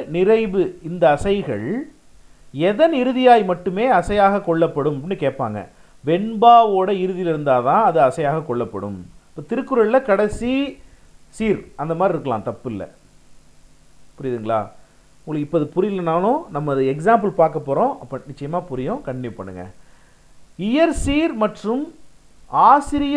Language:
Tamil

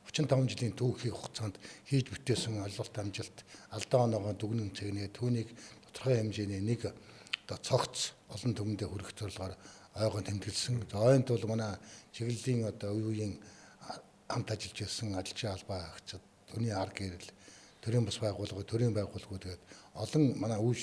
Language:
Mongolian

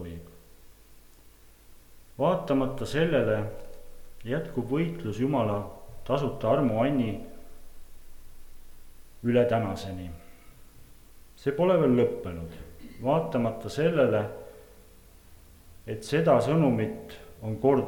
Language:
Estonian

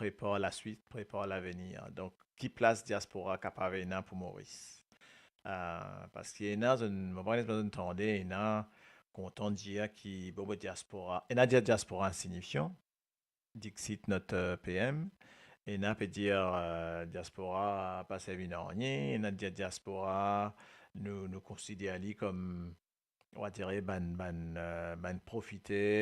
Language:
Morisyen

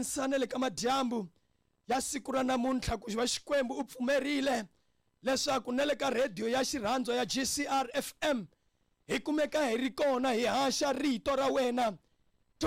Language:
Tsonga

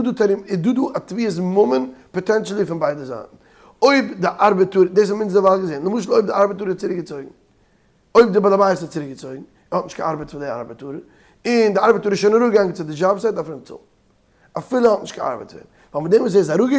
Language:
Yiddish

